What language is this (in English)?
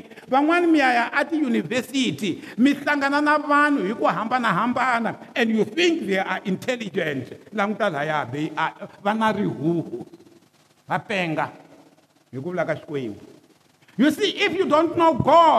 Tsonga